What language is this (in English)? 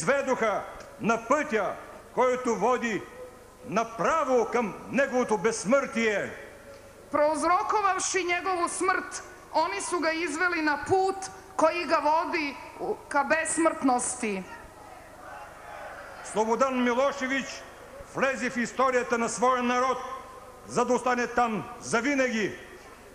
Bulgarian